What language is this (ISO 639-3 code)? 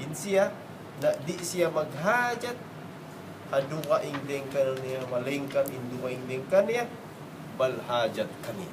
tsg